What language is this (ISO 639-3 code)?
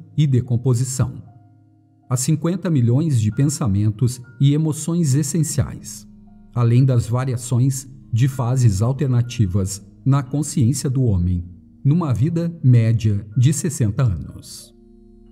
por